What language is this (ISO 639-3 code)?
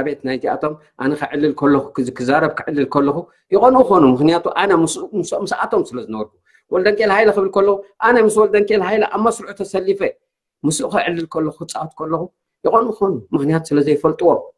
tir